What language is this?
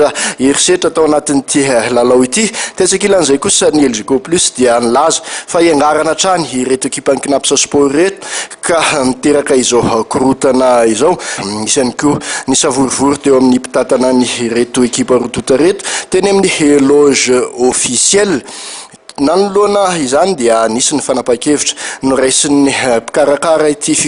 Malagasy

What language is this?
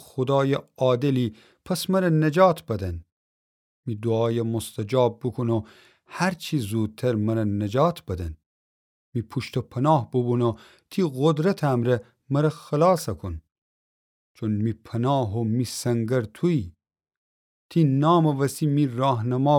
Gilaki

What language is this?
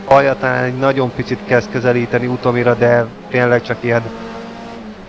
Hungarian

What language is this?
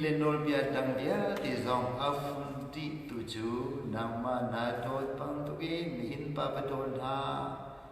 Hakha Chin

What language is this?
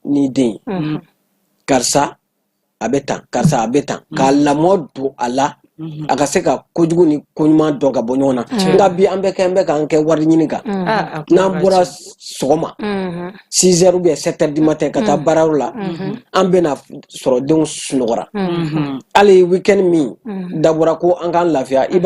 Bambara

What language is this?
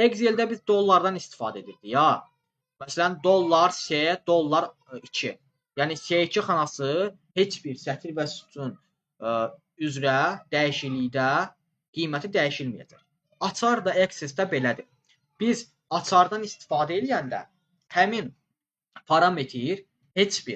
Azerbaijani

